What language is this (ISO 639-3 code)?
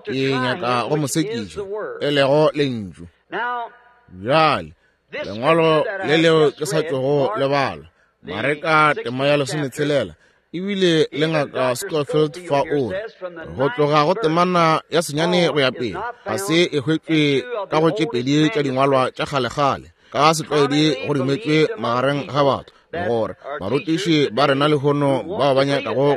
nso